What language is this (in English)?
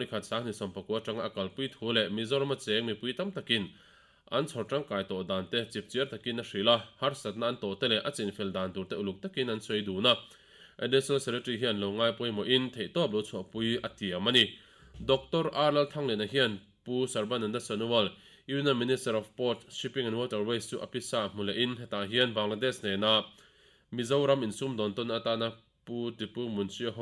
Mizo